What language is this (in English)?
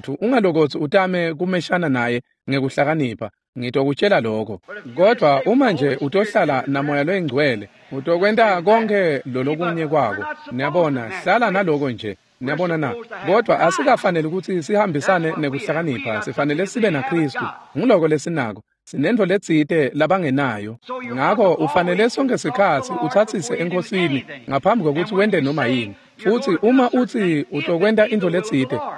Swati